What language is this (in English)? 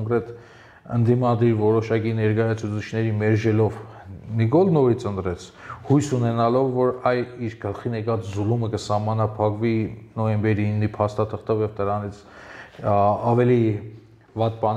Armenian